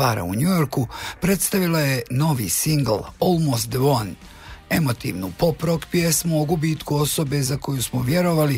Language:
Bosnian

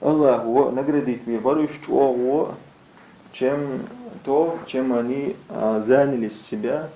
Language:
Chechen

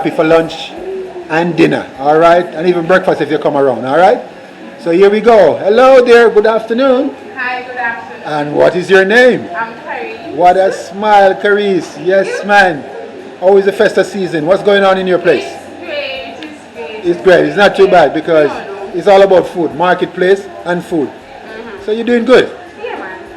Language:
Jamaican Creole English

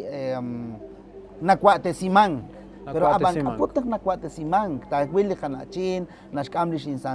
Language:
Kekchí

